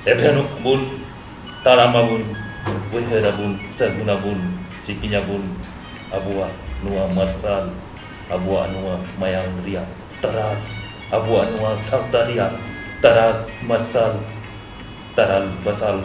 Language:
Santali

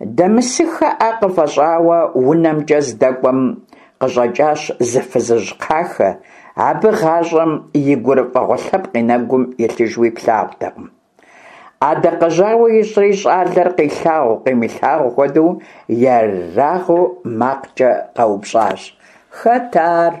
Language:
Kabardian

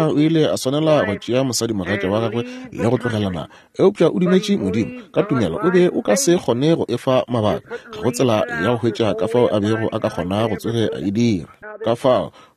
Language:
Northern Sotho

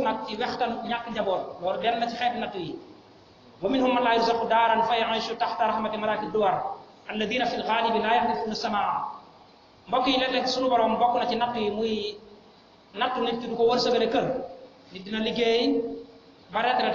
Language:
Wolof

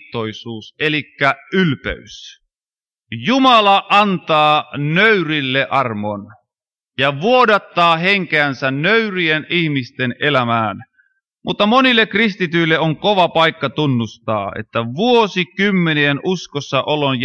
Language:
Finnish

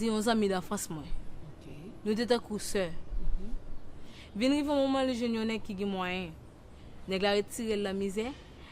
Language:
Haitian Creole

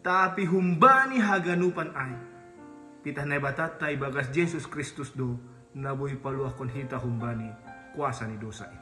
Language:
Batak Simalungun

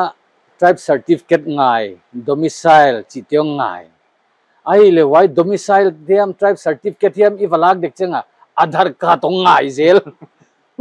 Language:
Paite Chin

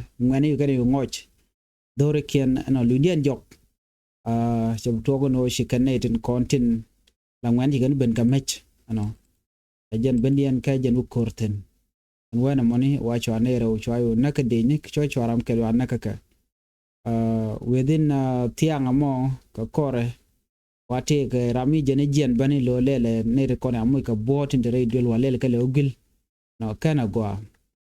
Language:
Nuer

